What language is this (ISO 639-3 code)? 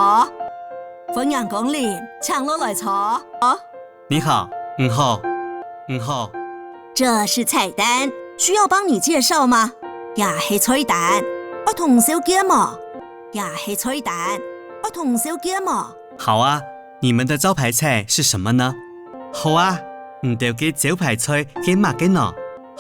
hak